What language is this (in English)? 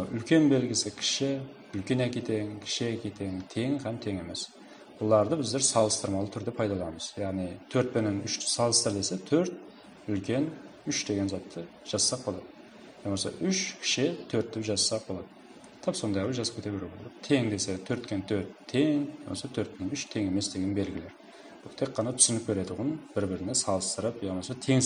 Kara-Kalpak